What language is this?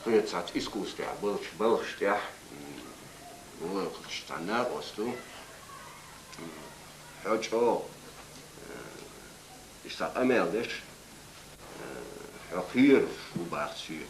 Chechen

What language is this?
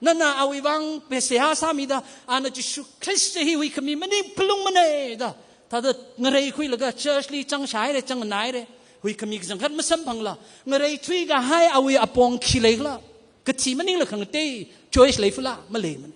Tangkhul Naga (India)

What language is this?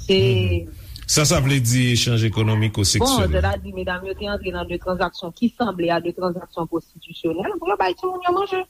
Haitian Creole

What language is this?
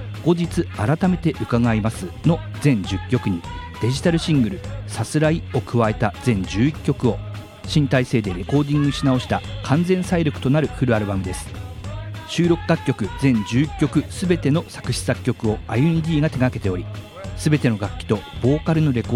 Japanese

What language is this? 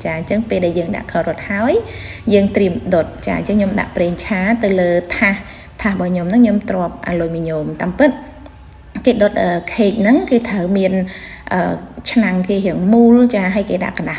Khmer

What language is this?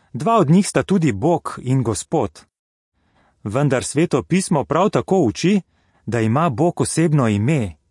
Slovenian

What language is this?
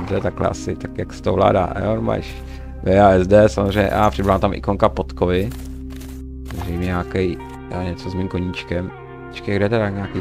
Czech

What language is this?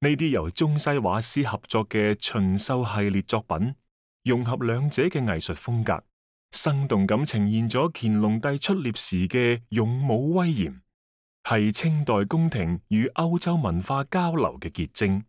Cantonese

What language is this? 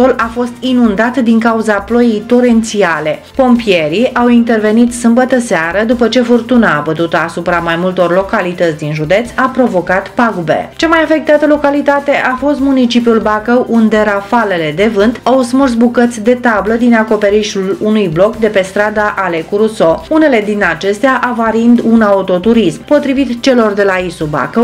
Romanian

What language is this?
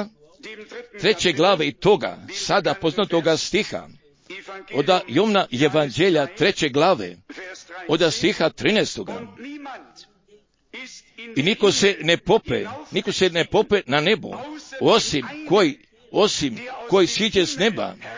Croatian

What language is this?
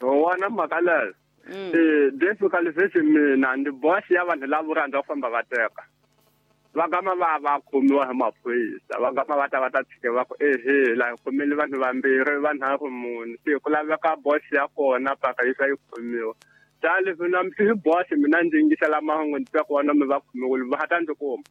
Tsonga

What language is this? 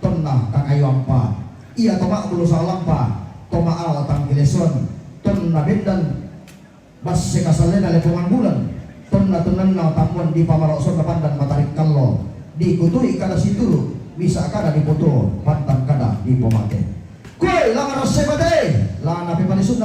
Toraja-Sa'dan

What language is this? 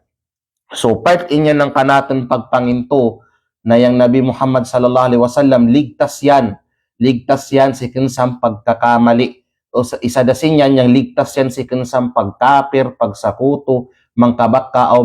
Kalagan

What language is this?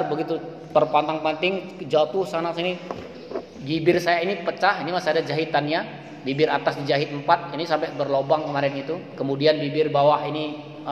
Indonesian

